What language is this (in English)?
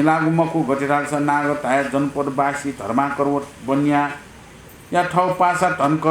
Newari